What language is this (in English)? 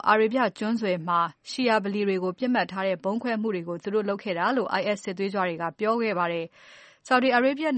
Burmese